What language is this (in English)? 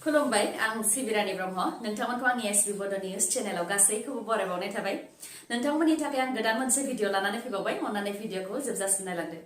Bodo